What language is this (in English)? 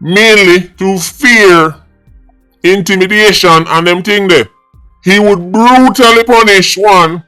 Jamaican Creole English